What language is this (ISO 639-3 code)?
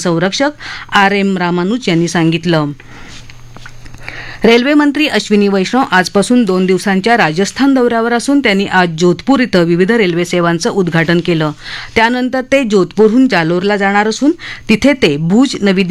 mar